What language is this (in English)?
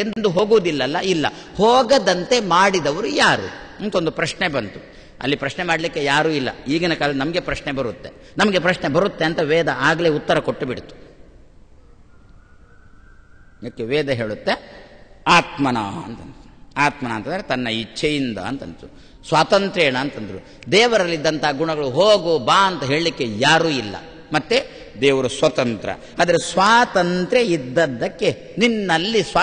Kannada